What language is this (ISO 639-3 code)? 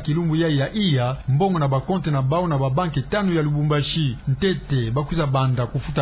ktu